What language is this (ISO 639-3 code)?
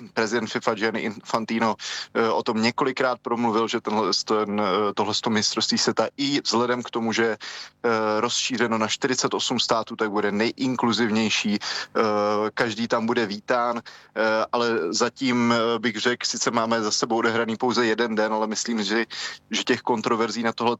ces